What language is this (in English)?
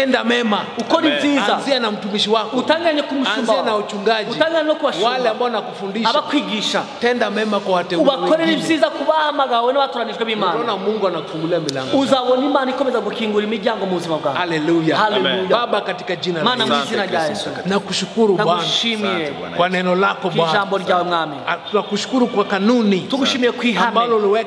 Kinyarwanda